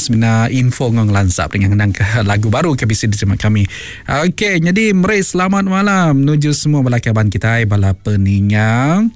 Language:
Iban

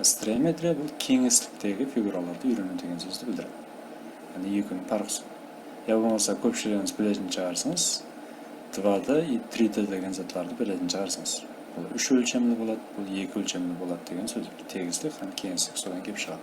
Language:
Kara-Kalpak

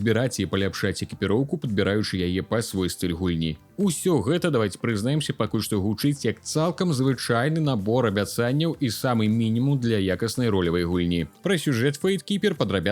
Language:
Belarusian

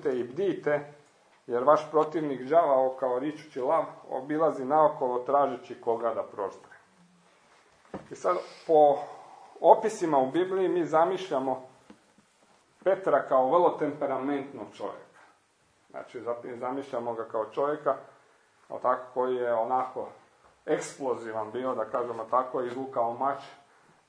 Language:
Croatian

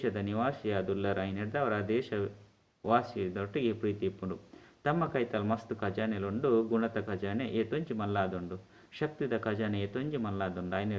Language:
Tulu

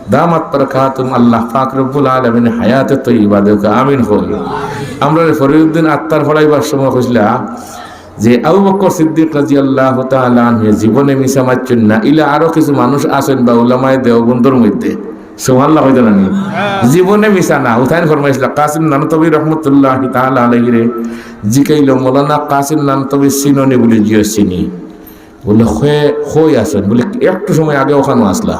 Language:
Sylheti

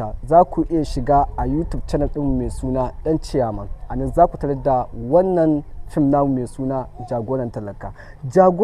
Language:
Hausa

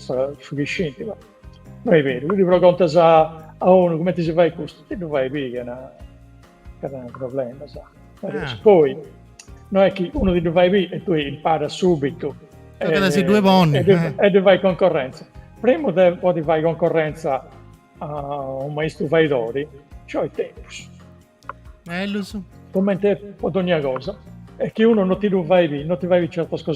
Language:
Sardinian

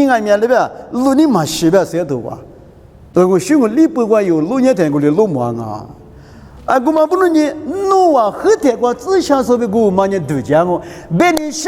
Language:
Lisu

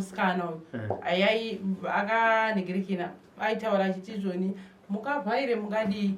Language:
Shona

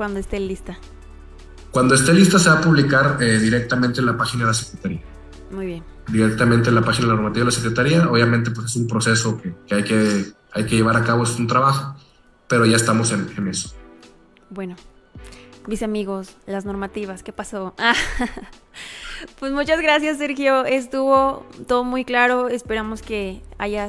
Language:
Spanish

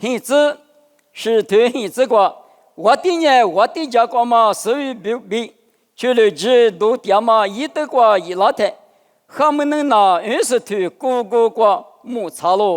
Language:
Lisu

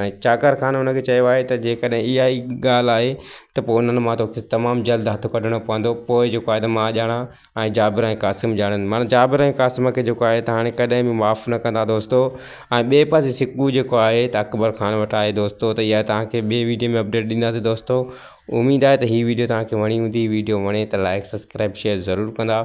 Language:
Sindhi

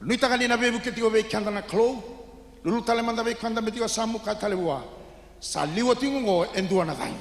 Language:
Fijian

